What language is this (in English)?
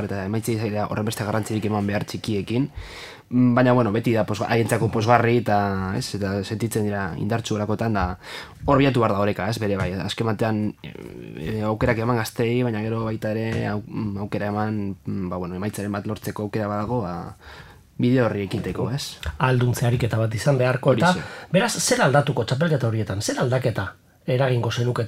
Basque